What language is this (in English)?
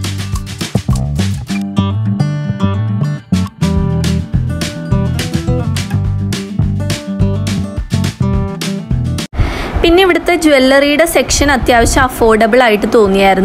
Malayalam